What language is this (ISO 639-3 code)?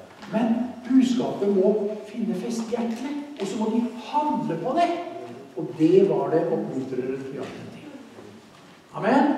nor